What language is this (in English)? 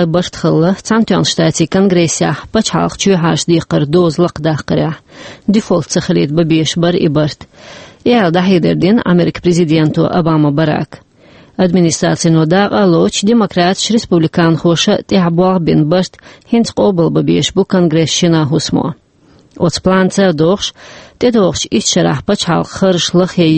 Chechen